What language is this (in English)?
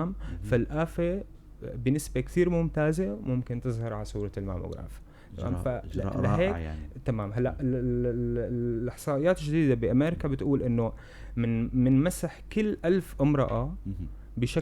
North Levantine Arabic